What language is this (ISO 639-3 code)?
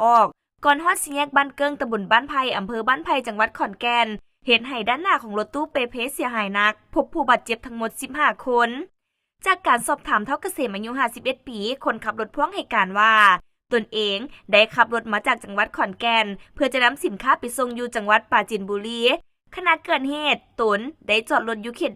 lao